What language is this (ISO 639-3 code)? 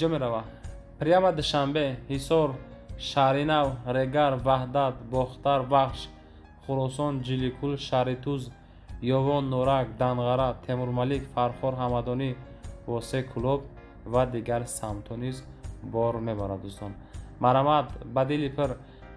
tgk